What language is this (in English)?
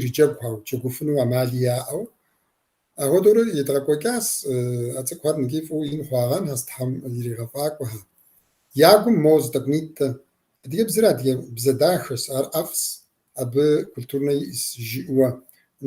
Kabardian